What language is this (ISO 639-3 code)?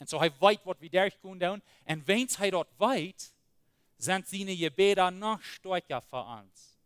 pdt